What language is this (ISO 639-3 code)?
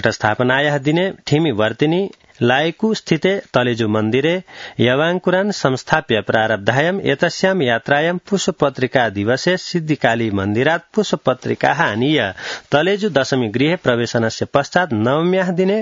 san